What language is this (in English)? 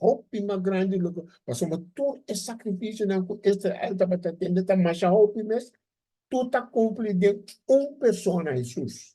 Papiamento